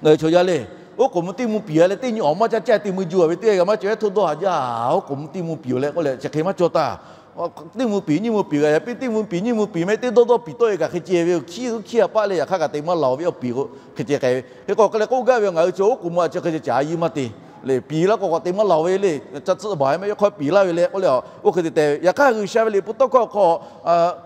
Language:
Lahu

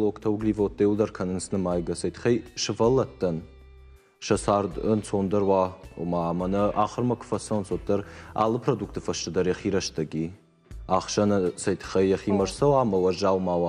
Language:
Ossetic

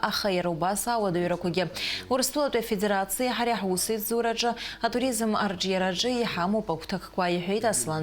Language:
Abkhazian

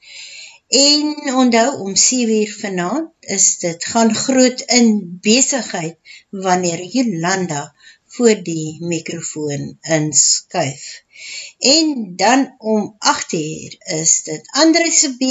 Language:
Afrikaans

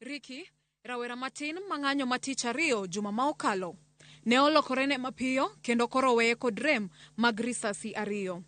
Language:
Luo (Kenya and Tanzania)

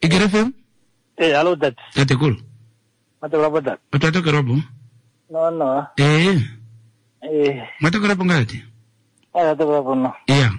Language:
Kuanyama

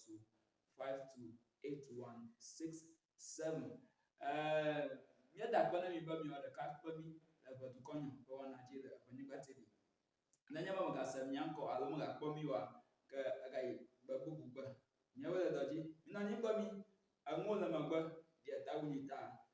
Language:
Ewe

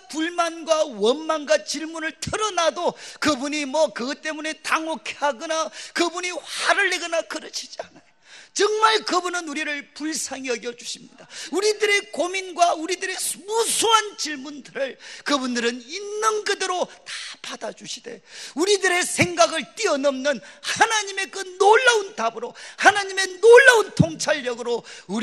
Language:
Korean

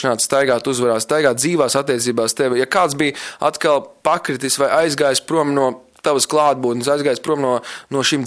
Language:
Latvian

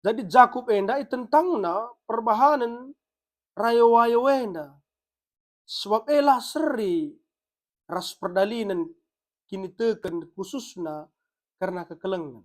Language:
Batak Karo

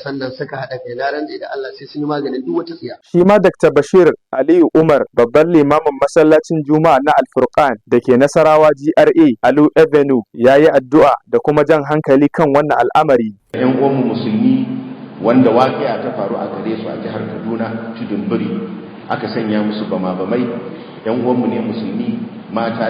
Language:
Hausa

